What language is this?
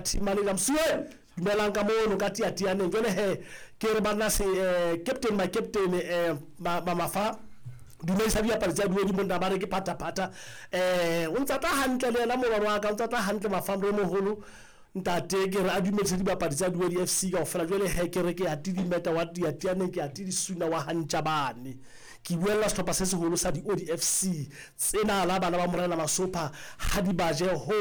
Southern Sotho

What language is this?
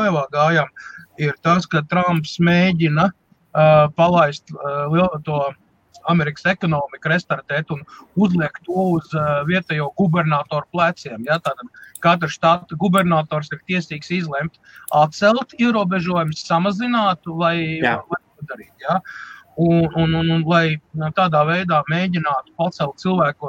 Latvian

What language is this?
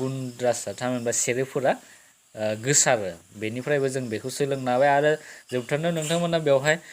Bodo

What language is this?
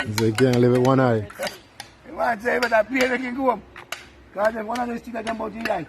Jamaican Creole English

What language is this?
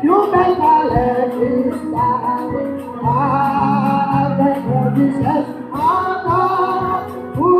Haitian Creole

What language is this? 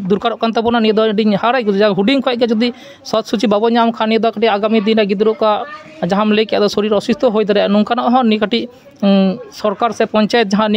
Santali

